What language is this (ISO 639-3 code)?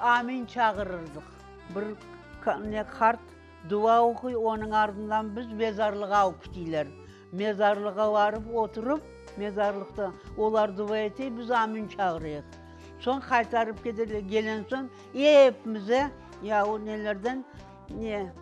crh